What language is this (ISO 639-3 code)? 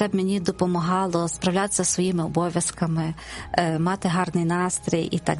ukr